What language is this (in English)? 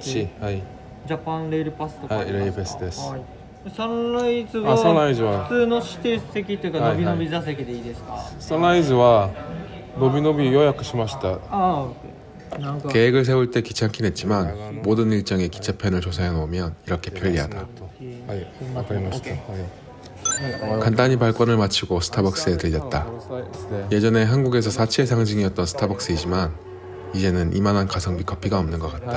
Korean